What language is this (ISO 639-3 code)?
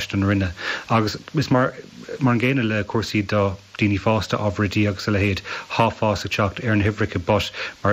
gle